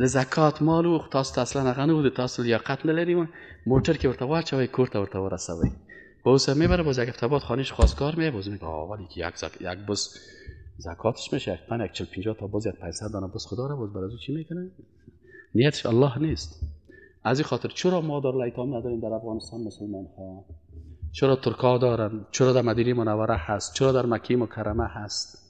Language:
Persian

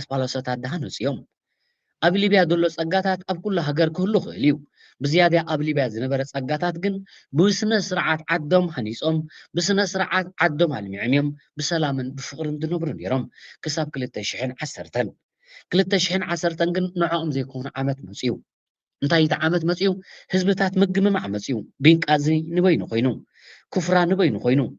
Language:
Tigrinya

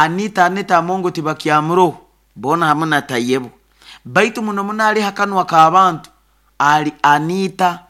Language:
Nyoro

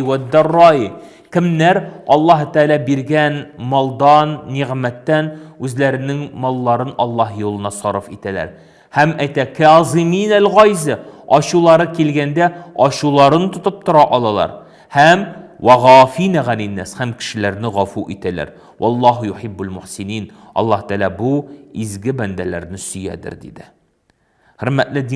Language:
Tatar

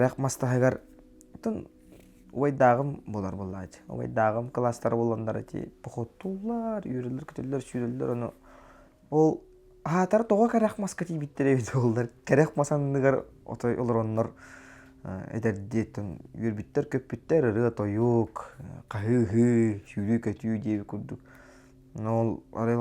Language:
Yakut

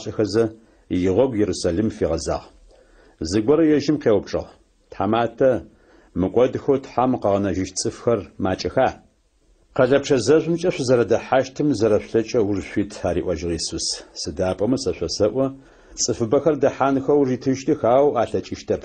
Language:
Adyghe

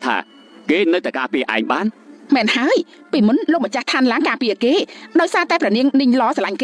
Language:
Khmer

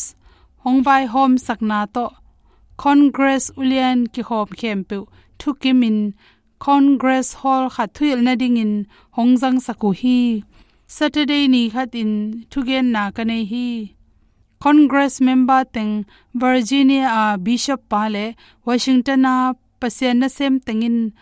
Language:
Tedim Chin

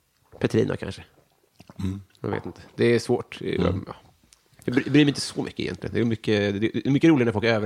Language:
Swedish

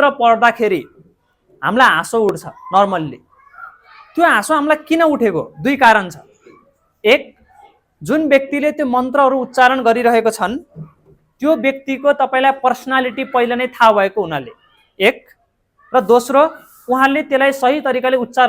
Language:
Nepali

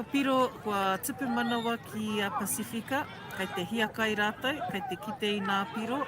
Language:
Māori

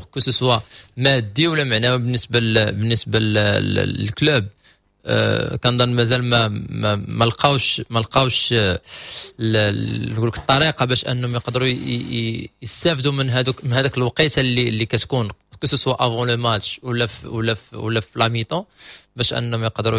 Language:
Moroccan Arabic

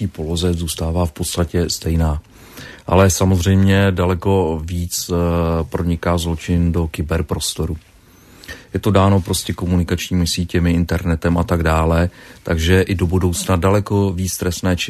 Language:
Czech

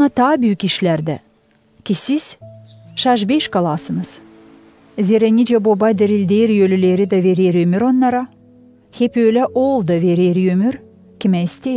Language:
Gagauz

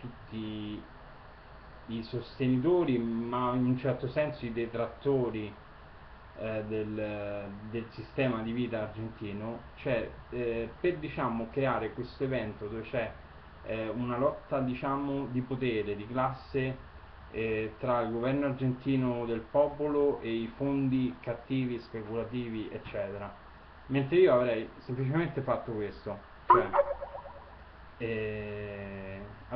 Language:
Italian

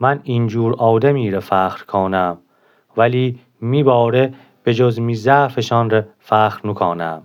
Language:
Gilaki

